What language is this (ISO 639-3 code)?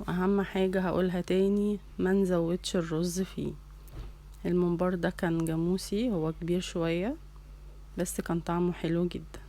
arz